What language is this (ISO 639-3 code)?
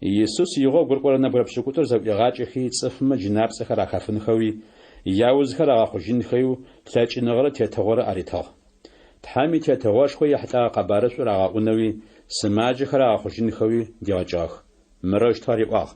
ady